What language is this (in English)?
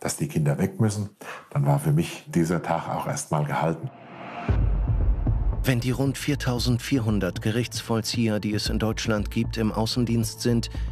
German